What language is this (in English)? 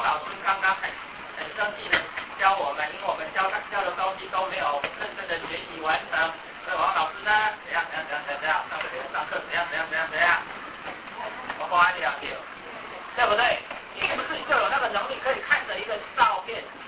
Chinese